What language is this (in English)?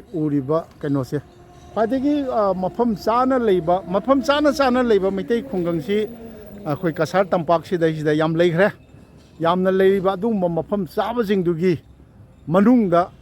Manipuri